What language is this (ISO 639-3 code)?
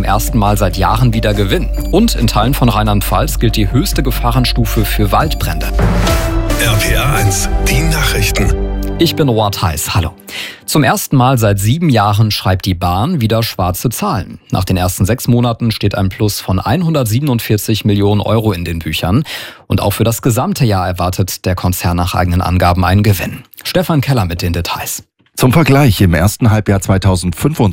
deu